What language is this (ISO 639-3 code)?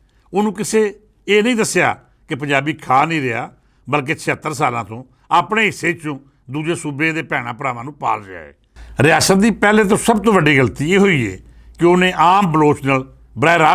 lah